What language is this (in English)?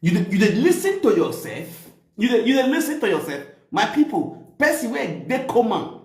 Nigerian Pidgin